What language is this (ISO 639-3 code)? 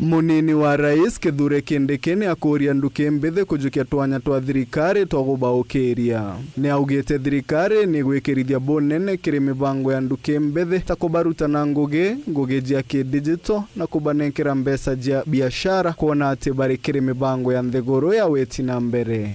mer